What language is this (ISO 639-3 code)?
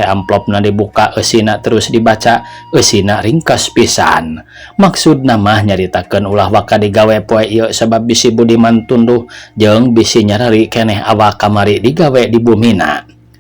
sun